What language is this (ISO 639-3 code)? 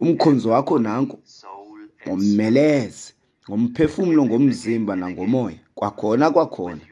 xho